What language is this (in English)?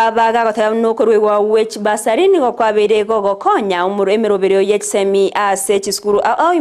Gusii